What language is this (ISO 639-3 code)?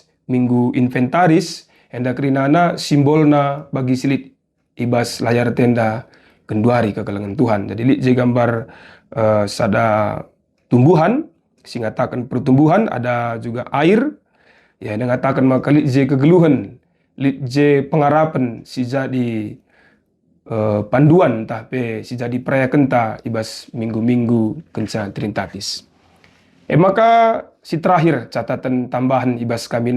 btx